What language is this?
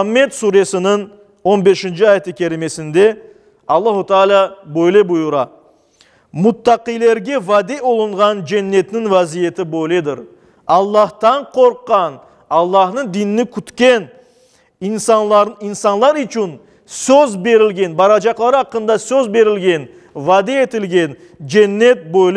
Crimean Tatar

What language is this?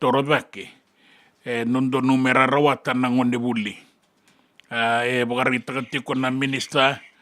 Fijian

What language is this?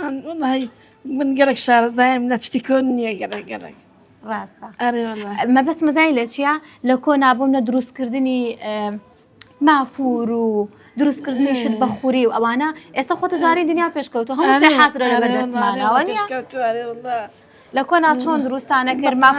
Central Kurdish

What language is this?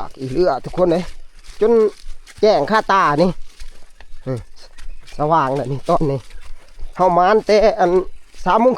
Northeastern Thai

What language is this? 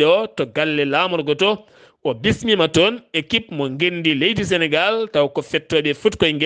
Fula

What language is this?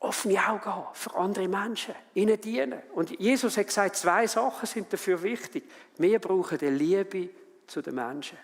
Swiss German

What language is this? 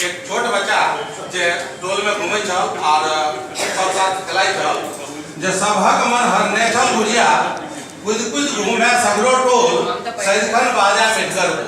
Maithili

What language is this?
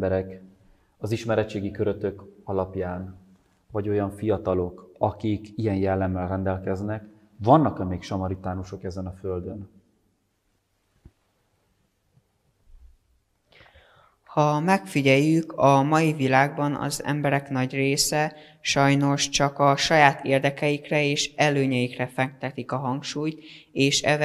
Hungarian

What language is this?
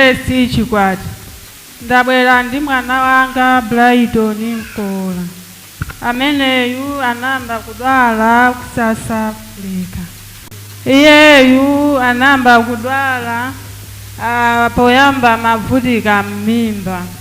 Nyanja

